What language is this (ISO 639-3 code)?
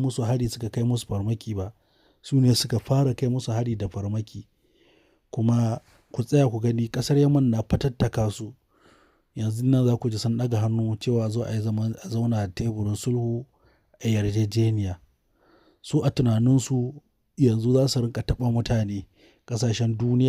hau